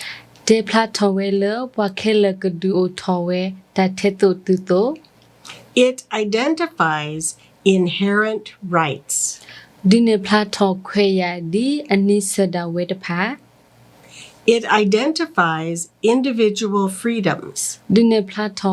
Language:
S'gaw Karen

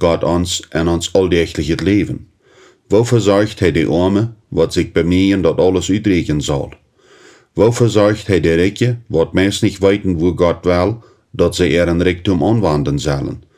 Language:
Plautdietsch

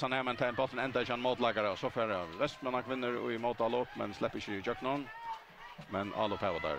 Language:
Faroese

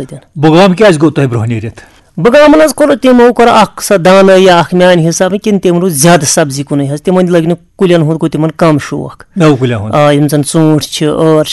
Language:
Kashmiri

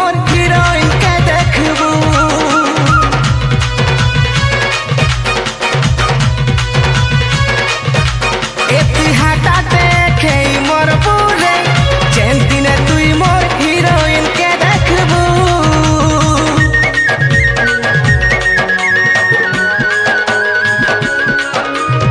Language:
Sambalpuri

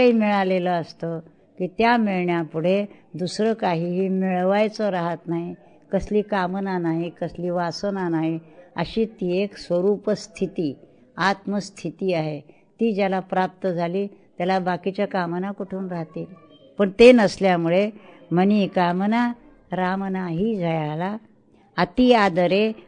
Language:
Marathi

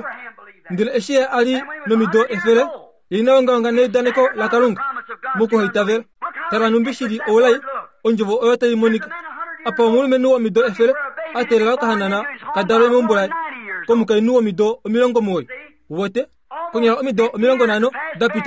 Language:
Kuanyama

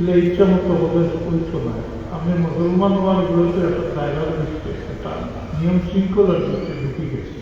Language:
Sylheti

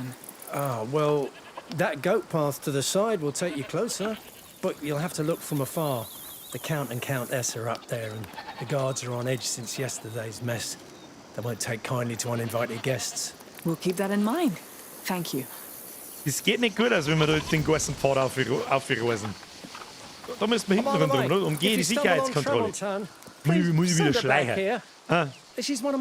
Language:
Bavarian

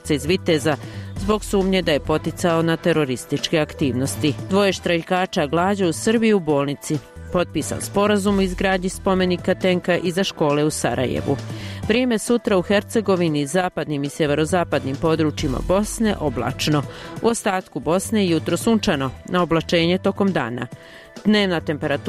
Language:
Bosnian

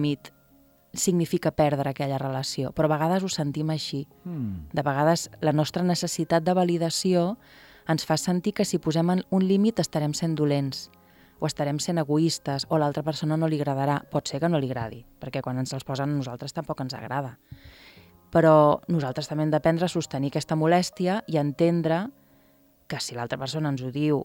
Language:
Catalan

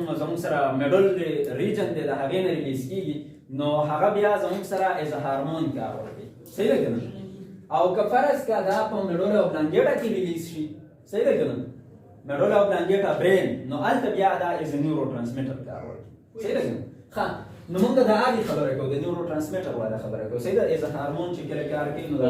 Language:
Pashto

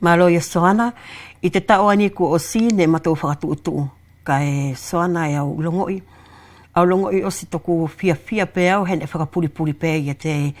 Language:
Wallisian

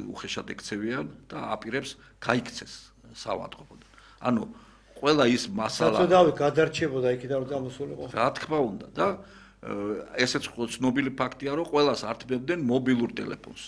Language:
Georgian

